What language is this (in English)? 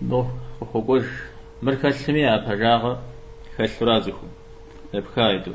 Kabardian